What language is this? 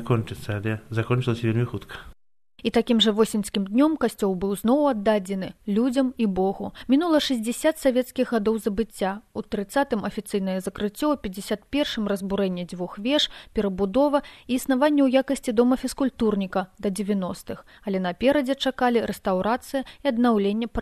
Belarusian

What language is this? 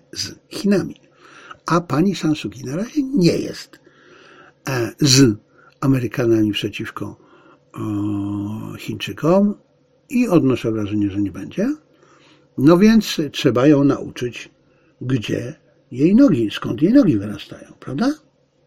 Polish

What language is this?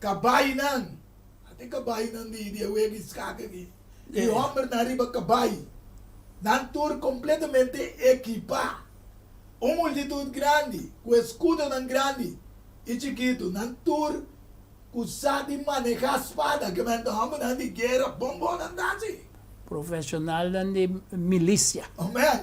Papiamento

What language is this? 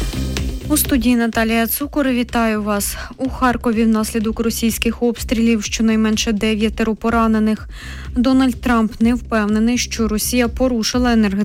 Ukrainian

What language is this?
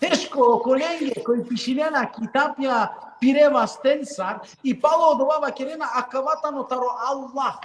Balkan Romani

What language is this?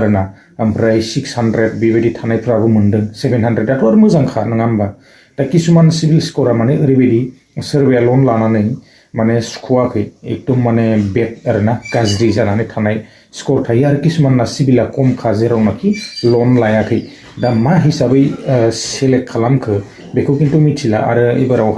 Bodo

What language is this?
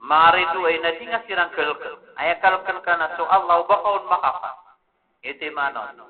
Maranao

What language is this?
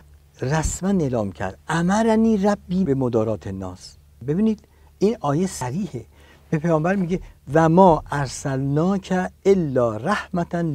Persian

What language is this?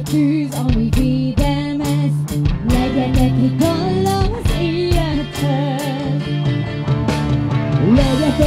Hungarian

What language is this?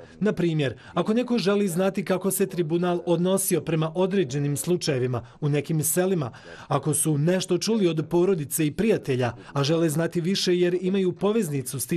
Bosnian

